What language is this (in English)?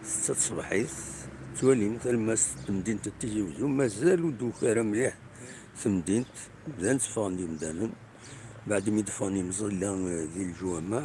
Kabyle